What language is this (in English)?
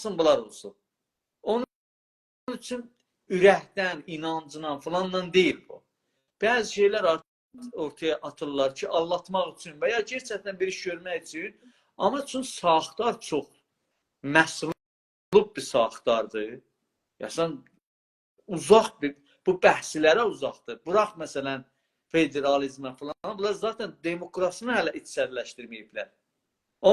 South Azerbaijani